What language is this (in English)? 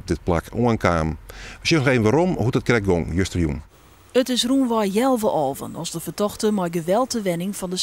Western Frisian